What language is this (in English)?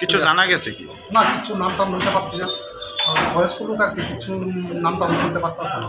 Kok Borok